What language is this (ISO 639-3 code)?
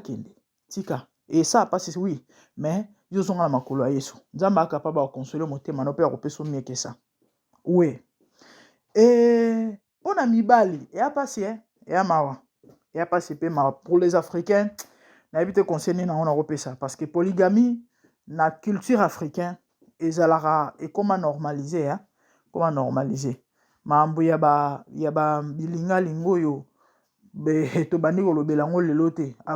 lin